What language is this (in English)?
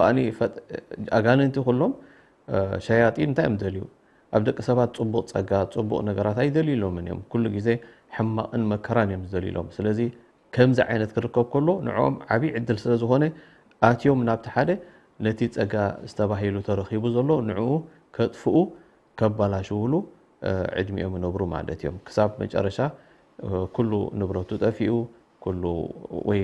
Tigrinya